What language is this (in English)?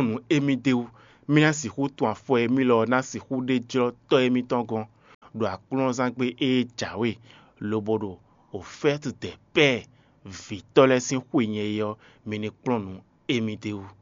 Fon